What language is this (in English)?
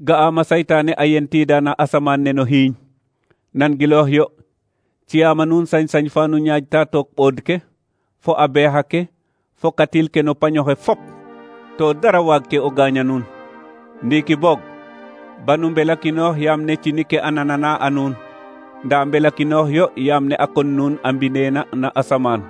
Serer